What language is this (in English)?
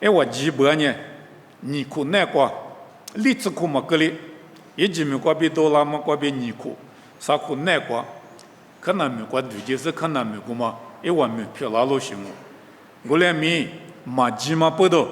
Lisu